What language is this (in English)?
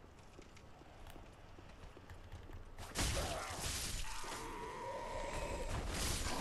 Swedish